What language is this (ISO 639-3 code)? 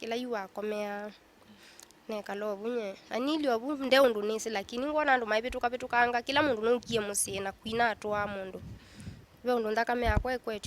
kam